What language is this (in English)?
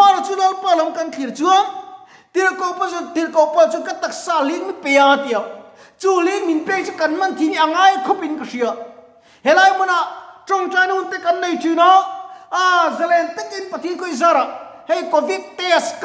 Mizo